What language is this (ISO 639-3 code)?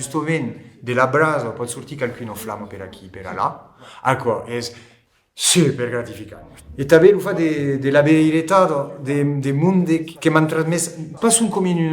oci